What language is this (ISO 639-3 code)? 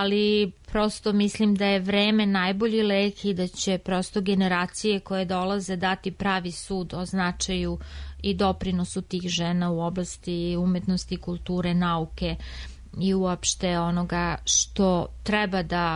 srp